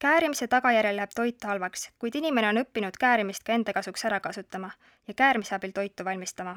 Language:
Estonian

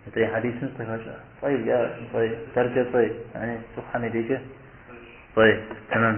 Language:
Kabardian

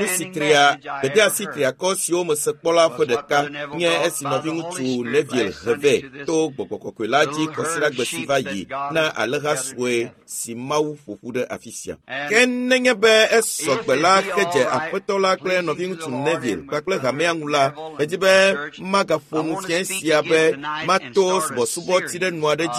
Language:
Ewe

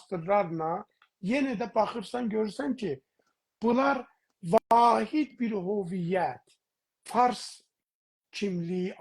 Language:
South Azerbaijani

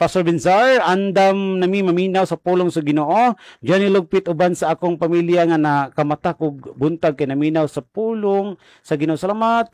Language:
Cebuano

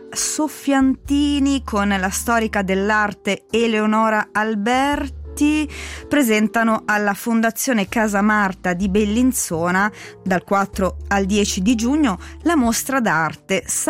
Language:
Italian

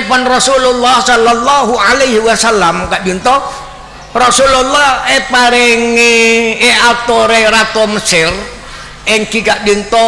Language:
Madurese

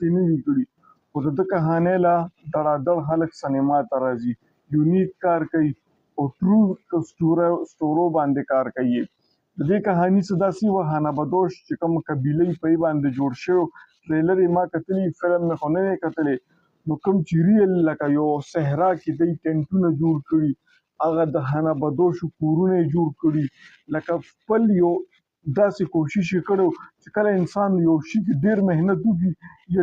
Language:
Pashto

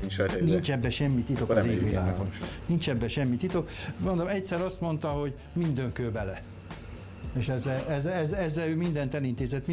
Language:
Hungarian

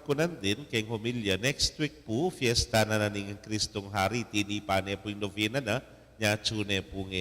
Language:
Pampanga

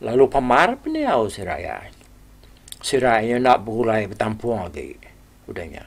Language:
Iban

